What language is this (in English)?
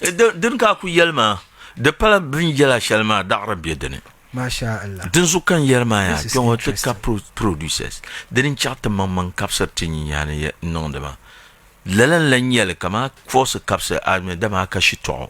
Dagbani